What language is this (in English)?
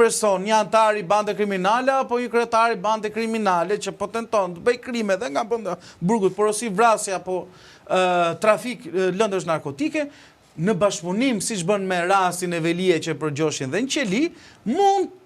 Albanian